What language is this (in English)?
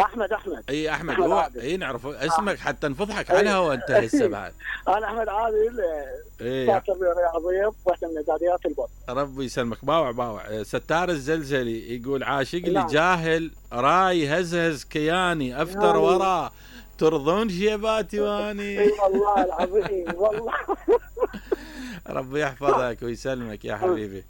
Mesopotamian Arabic